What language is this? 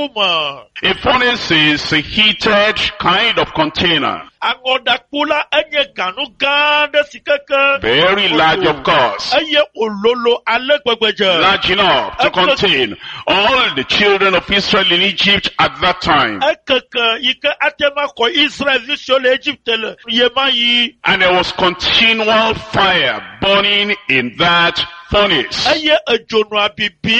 Ewe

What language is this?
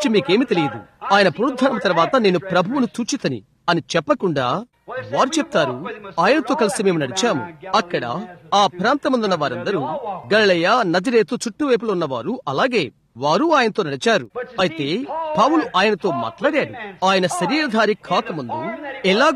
Telugu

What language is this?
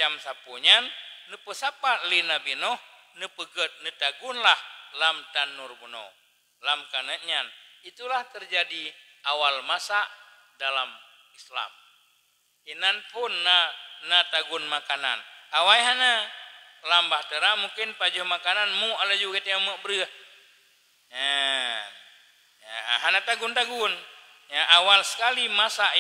Achinese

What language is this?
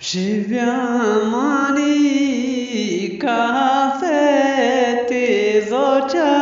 Eastern Balochi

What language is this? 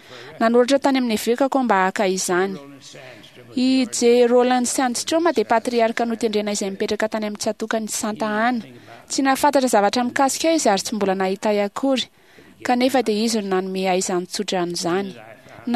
Malagasy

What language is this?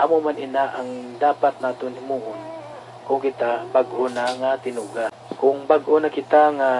Hiligaynon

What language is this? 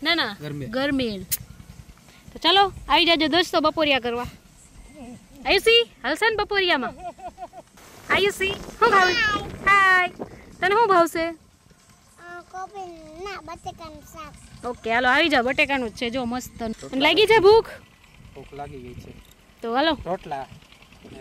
Gujarati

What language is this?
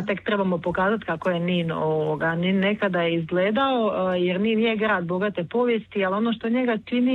Croatian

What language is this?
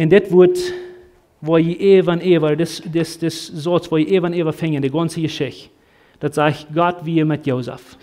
Plautdietsch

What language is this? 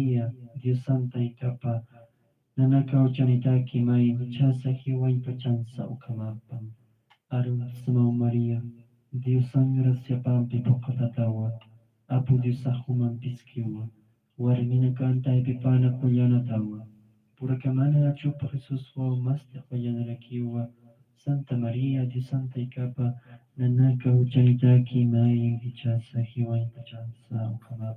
Aymara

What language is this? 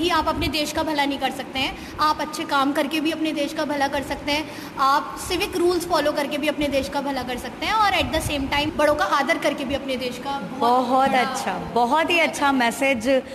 Hindi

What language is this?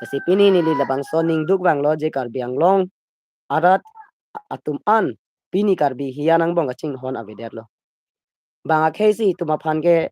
Karbi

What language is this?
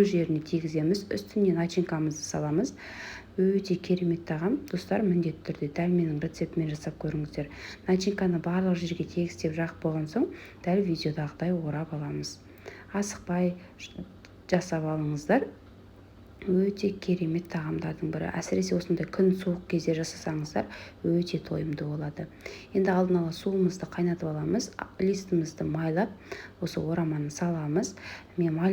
Kazakh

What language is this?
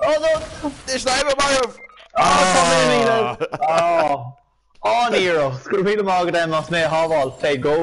Irish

